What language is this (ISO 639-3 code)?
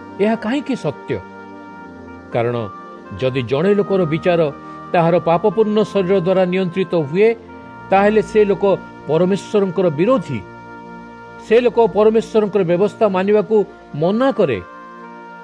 ori